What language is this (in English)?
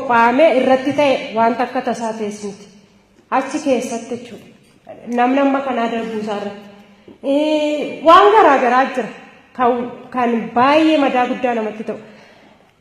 Oromo